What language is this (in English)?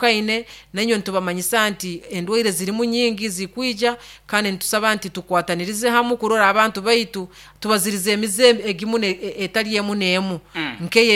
Nyoro